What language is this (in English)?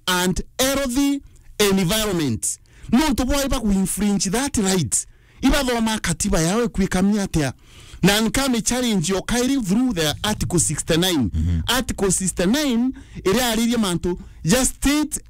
Meru